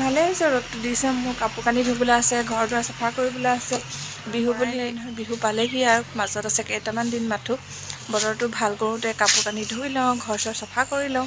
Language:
Assamese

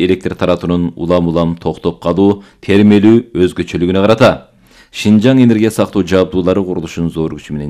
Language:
Kyrgyz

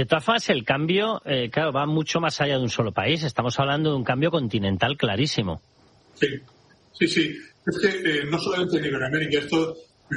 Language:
Spanish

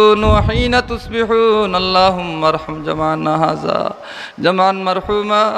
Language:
Sylheti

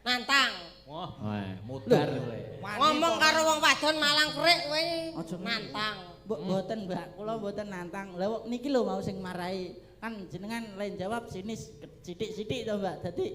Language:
Javanese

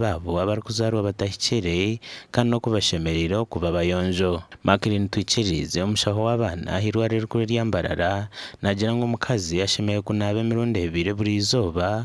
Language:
Nyankole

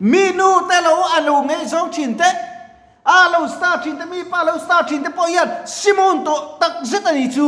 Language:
Mizo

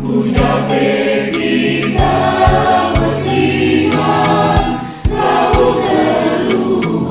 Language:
Batak Karo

